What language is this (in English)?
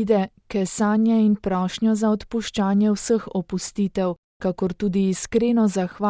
Slovenian